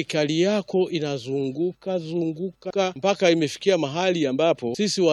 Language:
Swahili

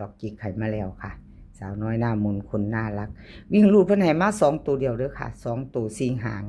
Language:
Northeastern Thai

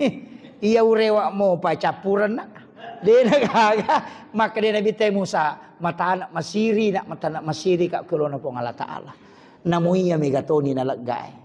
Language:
Buginese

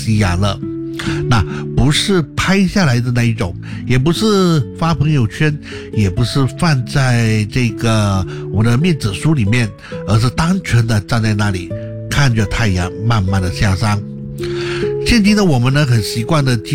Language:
Chinese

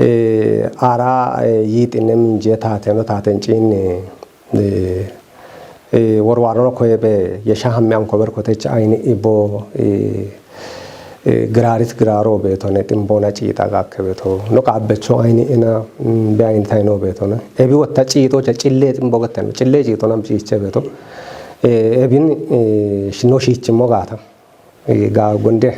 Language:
Kafa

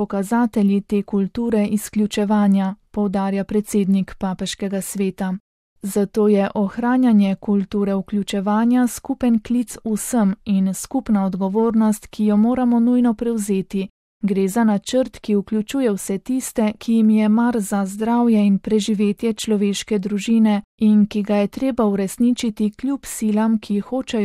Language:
Slovenian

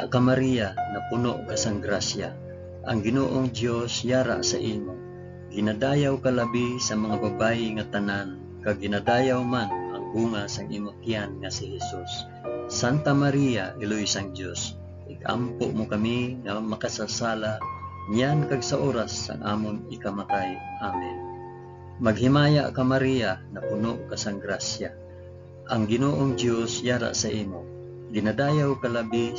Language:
Hiligaynon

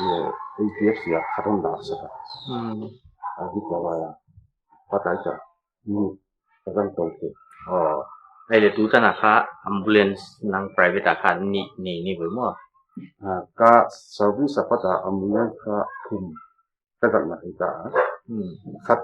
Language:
Paite Chin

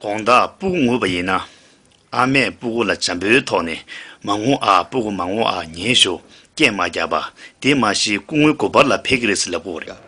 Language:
Tibetan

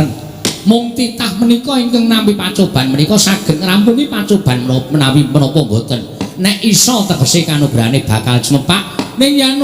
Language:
Javanese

